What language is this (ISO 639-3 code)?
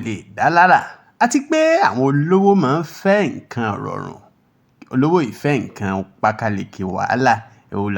yor